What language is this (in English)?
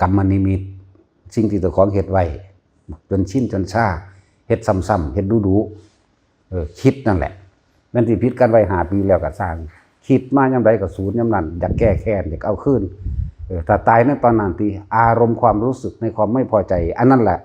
Northeastern Thai